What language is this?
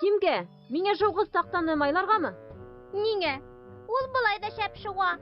Bashkir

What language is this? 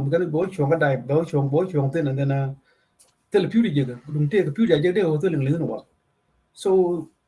Nuer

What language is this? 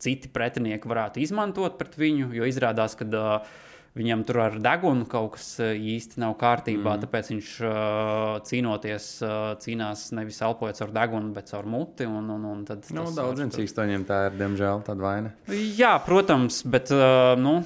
Latvian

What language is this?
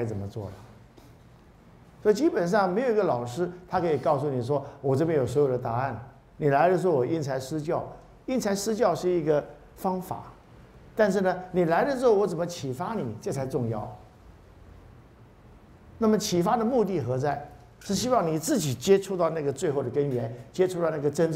Chinese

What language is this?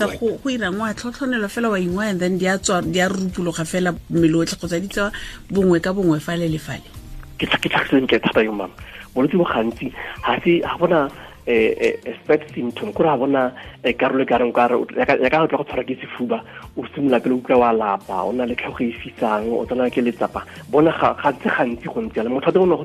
Tswana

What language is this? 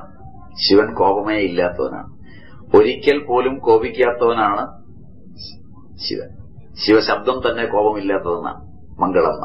Malayalam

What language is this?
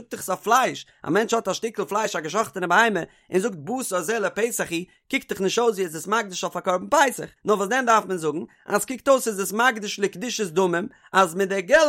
Yiddish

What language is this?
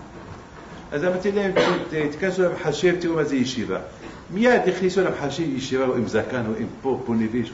Hebrew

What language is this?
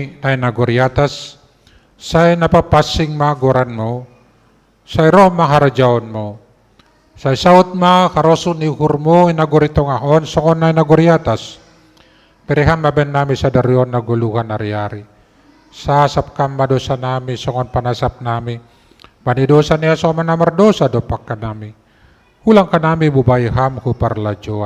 Batak Simalungun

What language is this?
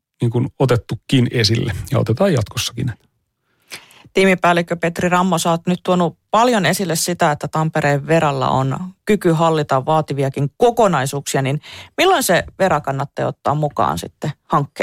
Finnish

